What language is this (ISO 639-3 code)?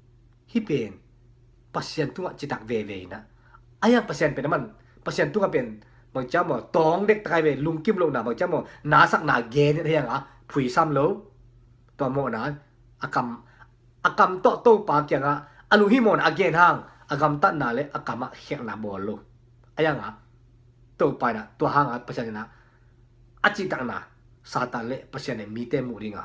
ctd